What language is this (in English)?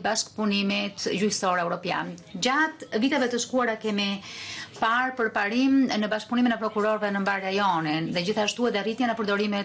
Albanian